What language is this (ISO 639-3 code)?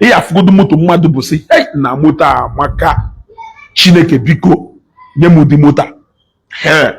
ibo